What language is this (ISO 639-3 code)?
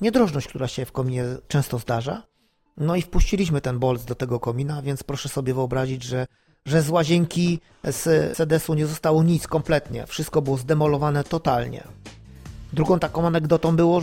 pol